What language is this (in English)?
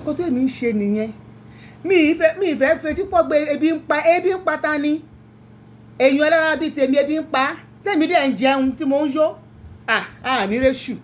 Yoruba